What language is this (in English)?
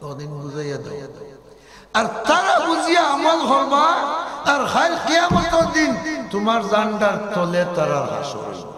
Sylheti